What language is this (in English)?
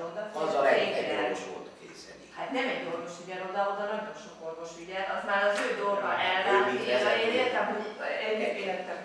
Hungarian